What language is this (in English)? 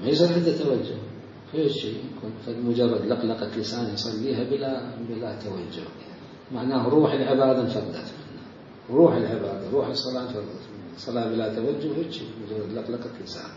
Mesopotamian Arabic